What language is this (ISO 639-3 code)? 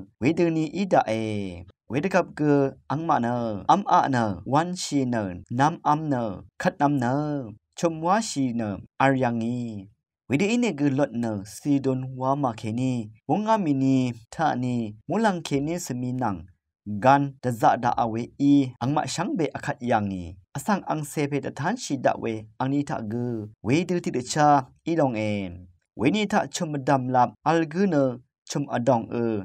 raw